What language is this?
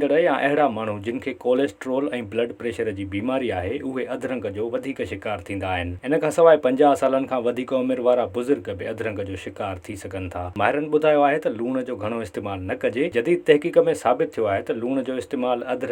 Sindhi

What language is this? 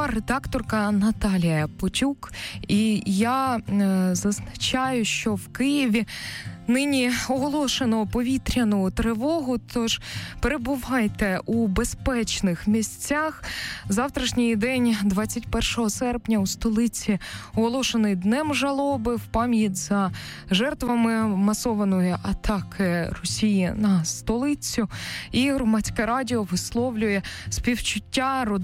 Ukrainian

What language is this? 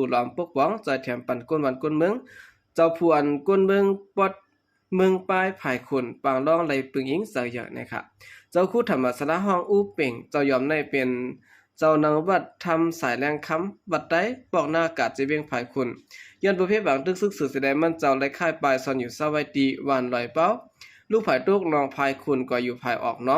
Shan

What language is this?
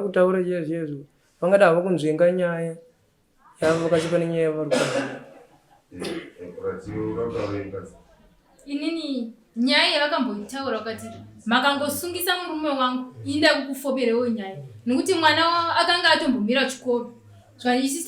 Shona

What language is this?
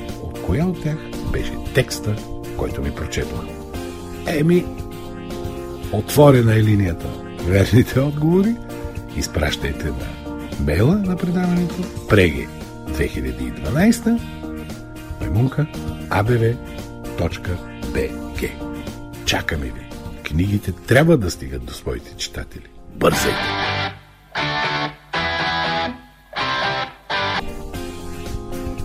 Bulgarian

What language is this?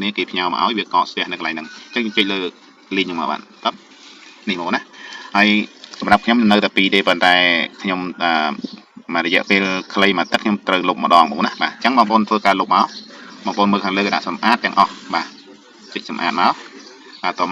Khmer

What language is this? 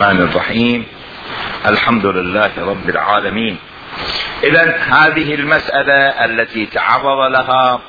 Mesopotamian Arabic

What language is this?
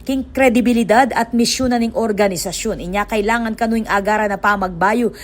Pampanga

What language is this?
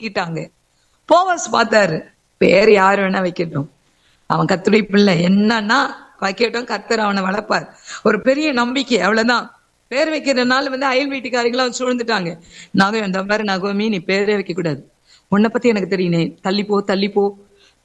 Tamil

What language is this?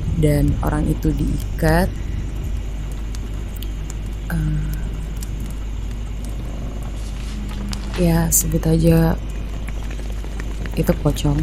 Indonesian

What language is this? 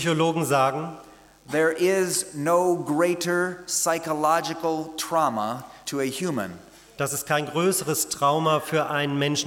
German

